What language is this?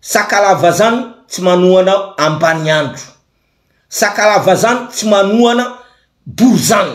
Malagasy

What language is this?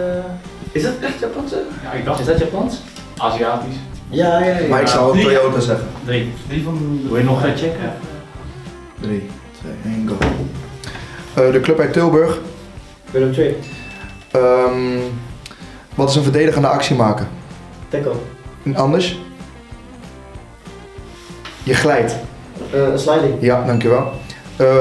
Dutch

